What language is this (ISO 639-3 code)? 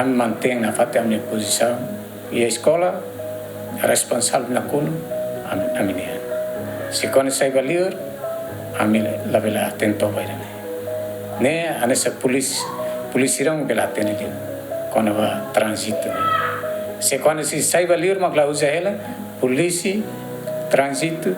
tet